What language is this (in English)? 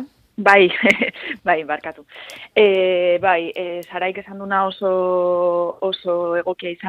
Basque